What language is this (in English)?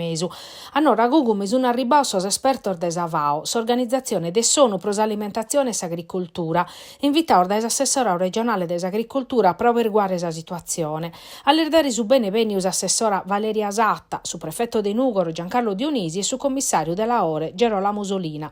Sardinian